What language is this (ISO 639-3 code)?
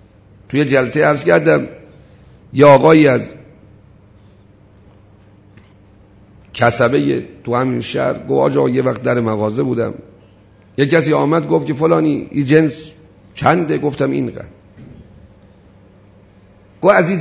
fas